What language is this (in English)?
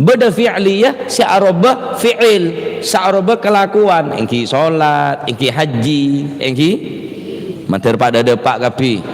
Madurese